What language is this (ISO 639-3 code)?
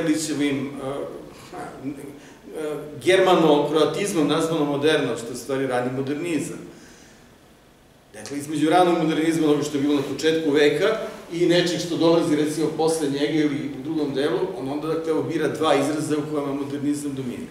srp